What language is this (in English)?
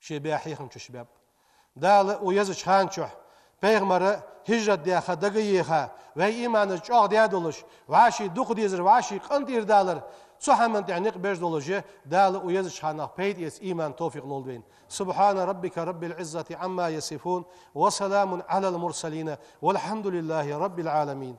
Ingush